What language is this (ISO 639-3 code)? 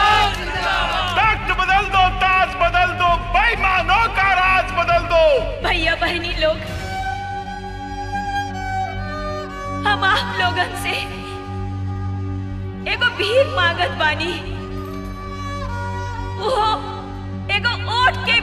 bho